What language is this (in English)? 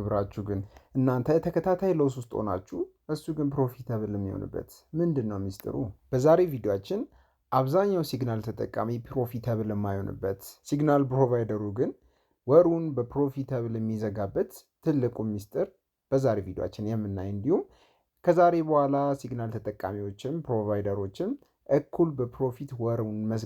Amharic